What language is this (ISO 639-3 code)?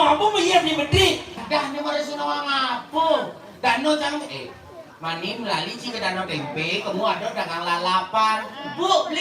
ban